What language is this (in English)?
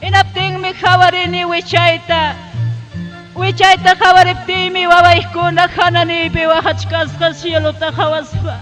Ayacucho Quechua